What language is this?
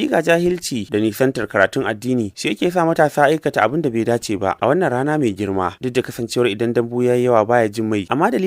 Hausa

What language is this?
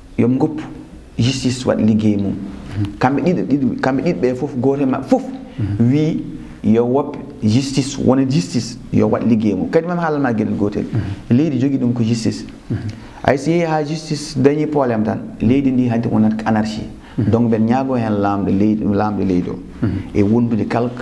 Fula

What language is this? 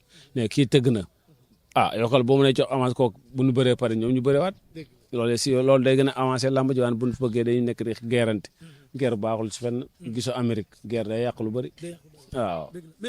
Wolof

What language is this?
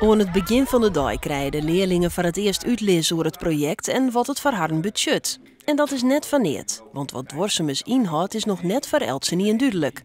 Western Frisian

